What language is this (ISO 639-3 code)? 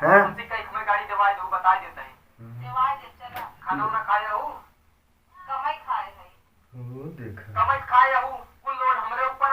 awa